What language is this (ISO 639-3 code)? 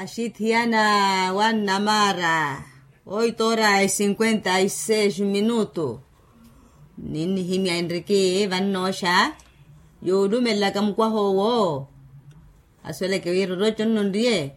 vmw